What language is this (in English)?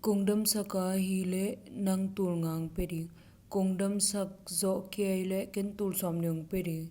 Tedim Chin